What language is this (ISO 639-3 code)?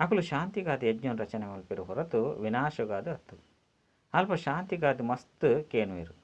tcy